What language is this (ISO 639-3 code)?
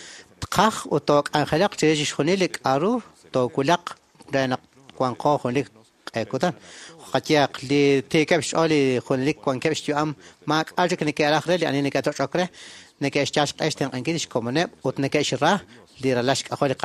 kek